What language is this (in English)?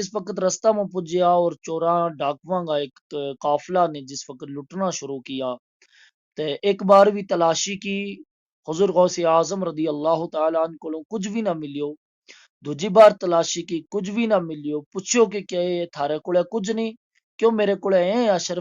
Gujari